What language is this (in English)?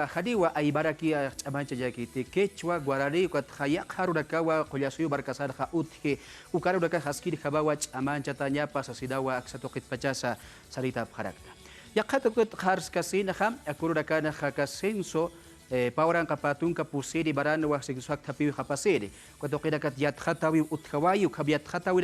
Aymara